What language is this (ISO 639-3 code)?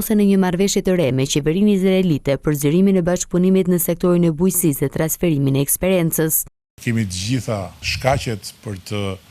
sqi